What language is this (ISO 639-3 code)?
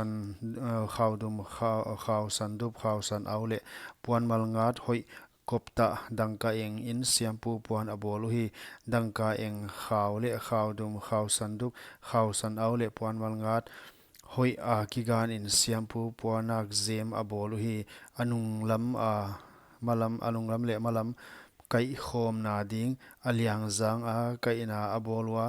pck